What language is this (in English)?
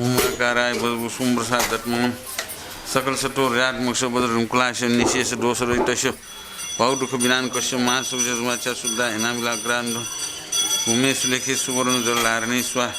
Newari